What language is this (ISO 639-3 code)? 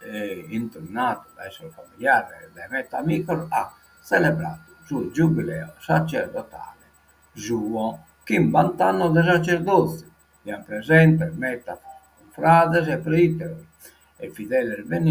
srd